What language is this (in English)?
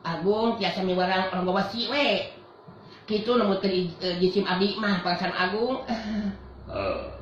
Sundanese